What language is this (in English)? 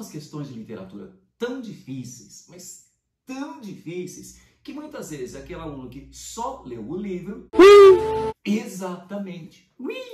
Portuguese